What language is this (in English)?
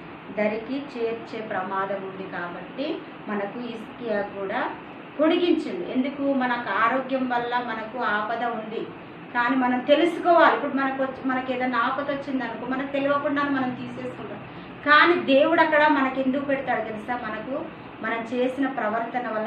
Telugu